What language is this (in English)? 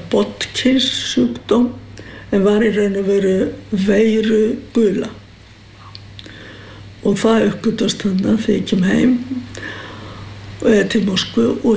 Icelandic